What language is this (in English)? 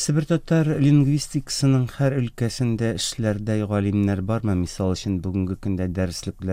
Tatar